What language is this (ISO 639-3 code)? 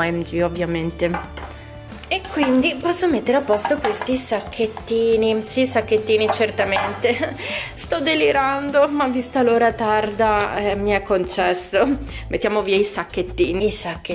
ita